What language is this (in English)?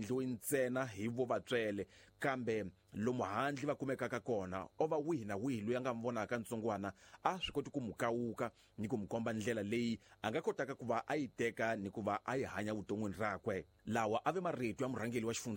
Tsonga